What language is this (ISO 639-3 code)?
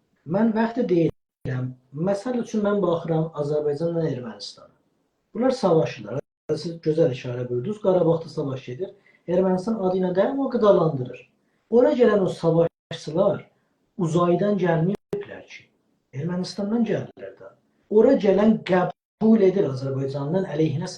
azb